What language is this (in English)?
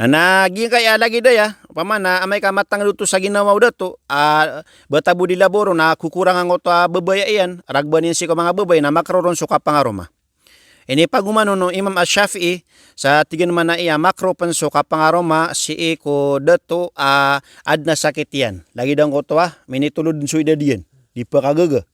Maranao